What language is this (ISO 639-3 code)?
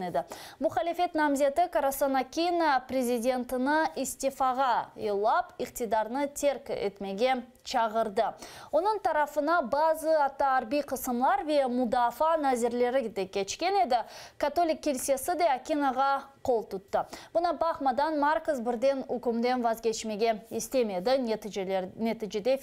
crh